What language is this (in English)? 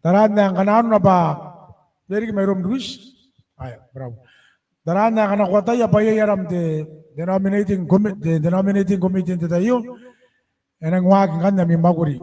Gilbertese